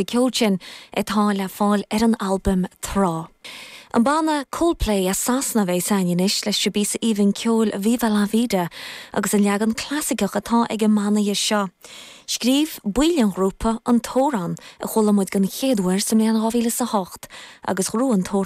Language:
Irish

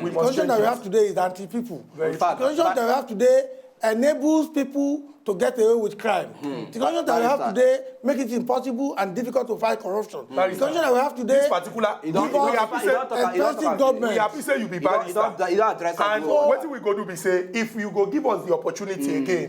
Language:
Nigerian Pidgin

